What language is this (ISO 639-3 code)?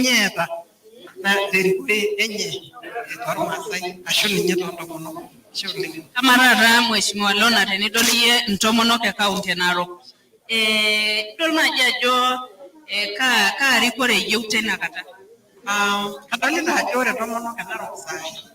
mas